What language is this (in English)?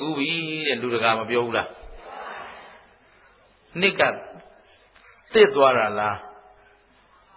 Burmese